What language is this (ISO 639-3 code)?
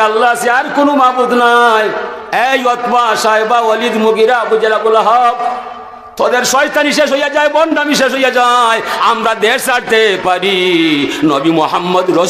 syl